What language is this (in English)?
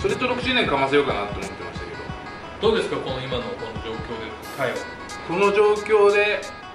Japanese